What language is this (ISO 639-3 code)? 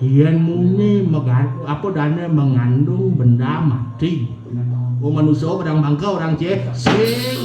ban